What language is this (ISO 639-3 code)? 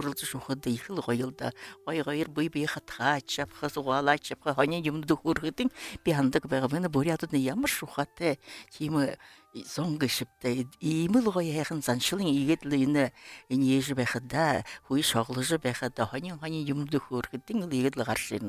bua